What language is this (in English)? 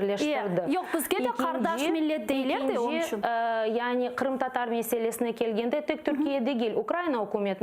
Crimean Tatar